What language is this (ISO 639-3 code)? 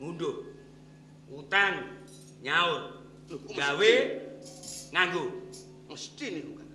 jav